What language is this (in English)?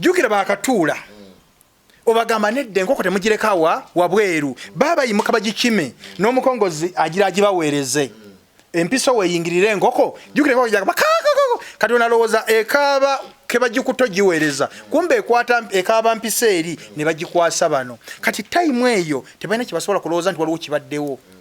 Ganda